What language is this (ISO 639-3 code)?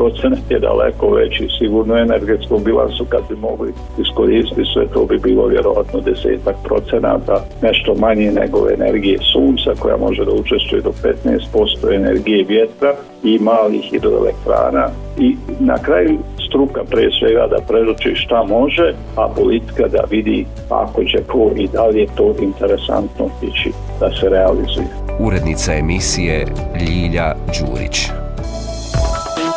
bos